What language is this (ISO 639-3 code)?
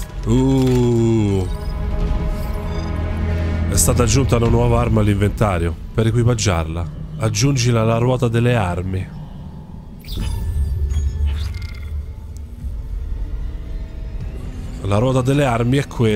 ita